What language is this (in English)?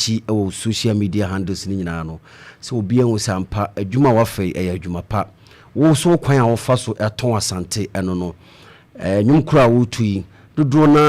Akan